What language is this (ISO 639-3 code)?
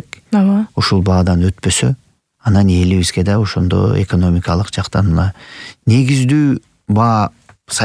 kir